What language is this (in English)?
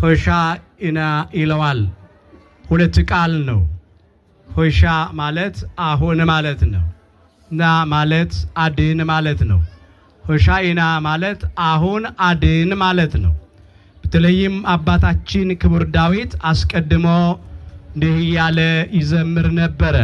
Amharic